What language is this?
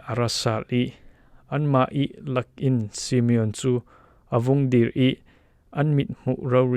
Falam Chin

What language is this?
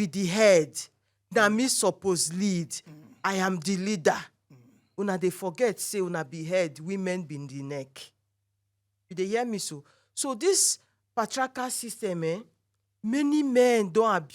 Nigerian Pidgin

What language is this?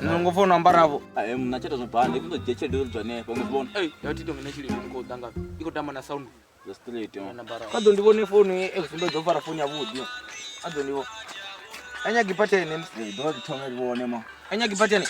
Venda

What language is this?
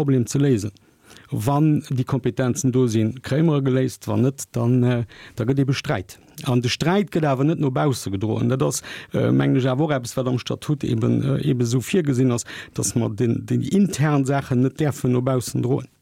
Luxembourgish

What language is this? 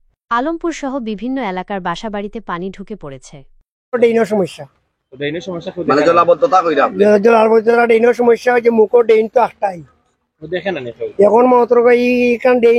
Sylheti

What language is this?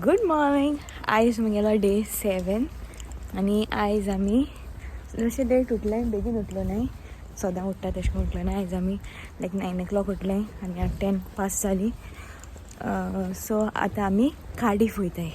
Konkani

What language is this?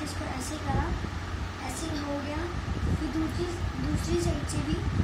Hindi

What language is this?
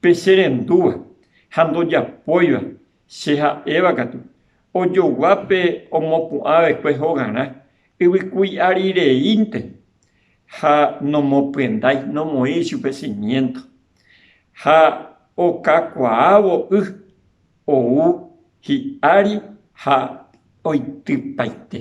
Guarani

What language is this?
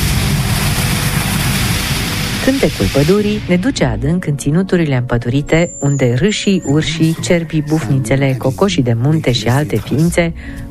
Romanian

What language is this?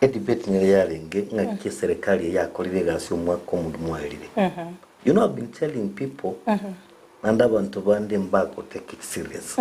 Gusii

